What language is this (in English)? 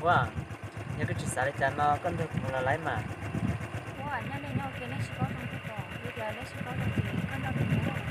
Hmong